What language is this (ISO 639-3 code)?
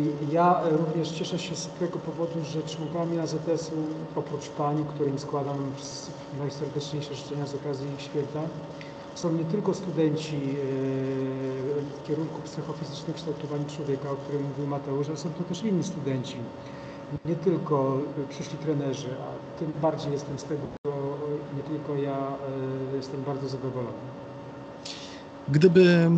pol